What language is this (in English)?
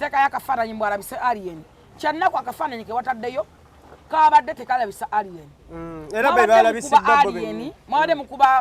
Ganda